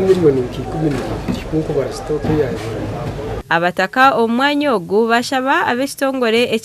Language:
Nyankole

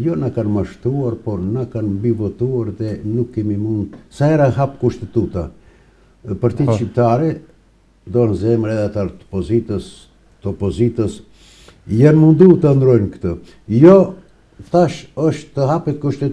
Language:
Albanian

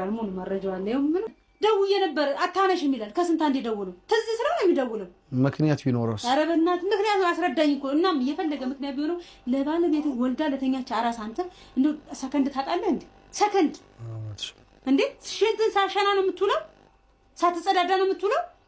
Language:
Amharic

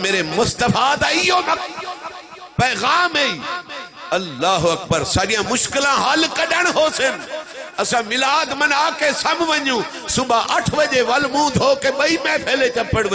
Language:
Saraiki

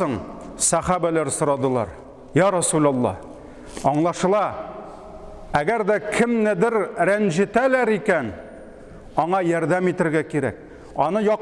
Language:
Tatar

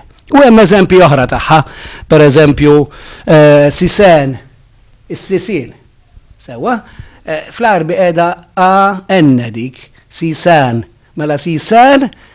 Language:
Maltese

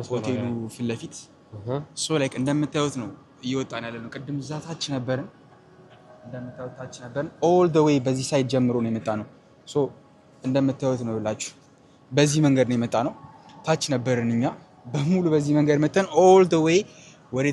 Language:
Amharic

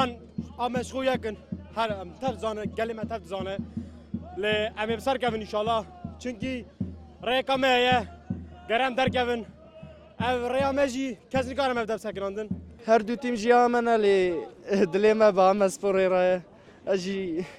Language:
Kurdish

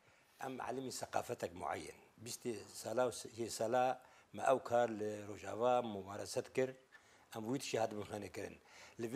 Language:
Kurdish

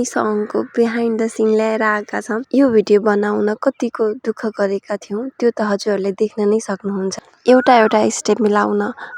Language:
Nepali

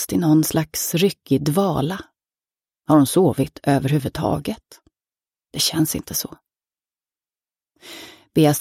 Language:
Swedish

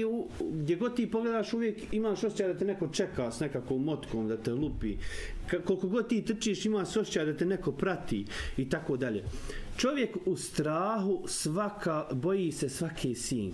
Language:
Bosnian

